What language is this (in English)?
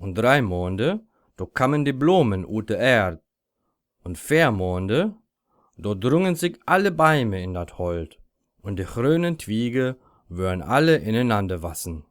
Low German